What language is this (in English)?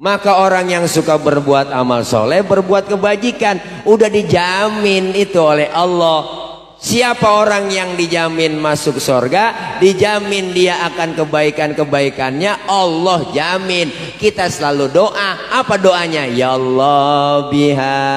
Betawi